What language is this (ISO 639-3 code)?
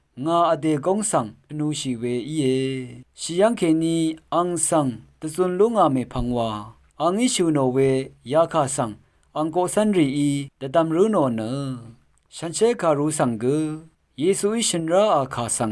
raw